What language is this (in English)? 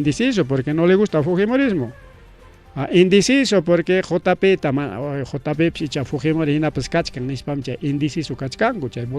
Ayacucho Quechua